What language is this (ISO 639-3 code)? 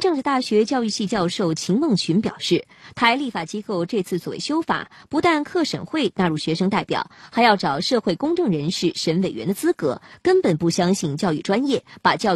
zho